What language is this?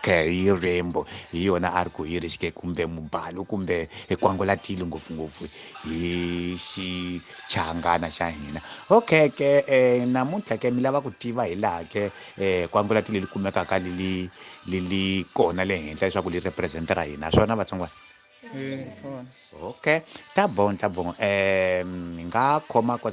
Tsonga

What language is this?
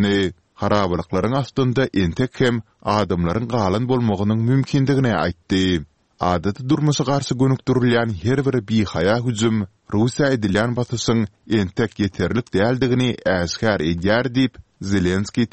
Turkmen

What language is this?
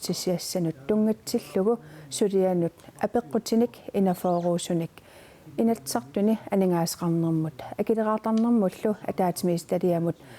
Kalaallisut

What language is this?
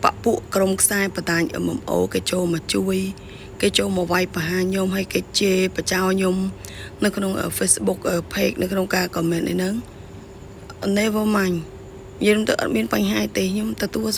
Khmer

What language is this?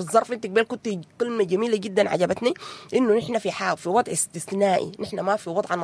Sudanese Arabic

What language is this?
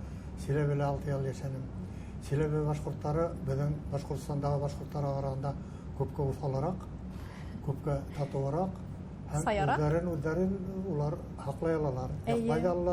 Bashkir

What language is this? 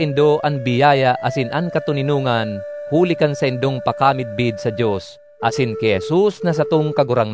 Bikol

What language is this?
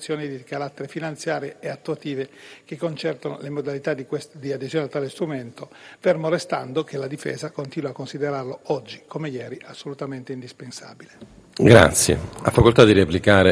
Italian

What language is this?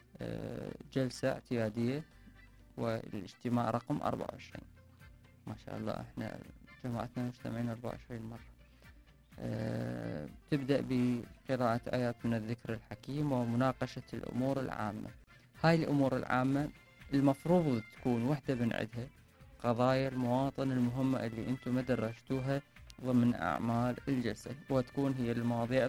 Mesopotamian Arabic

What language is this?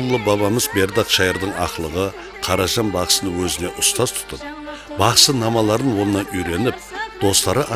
Kara-Kalpak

